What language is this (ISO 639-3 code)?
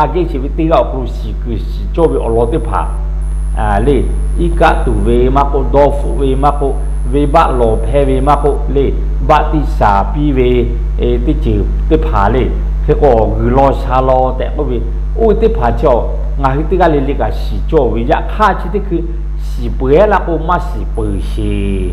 lhu